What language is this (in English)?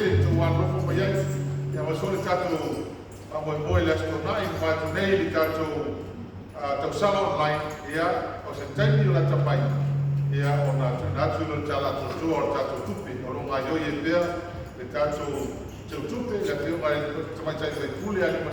Samoan